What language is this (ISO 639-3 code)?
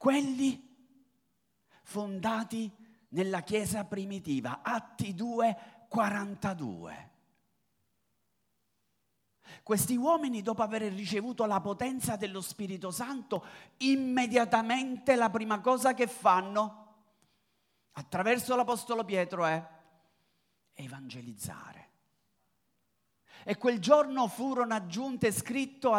ita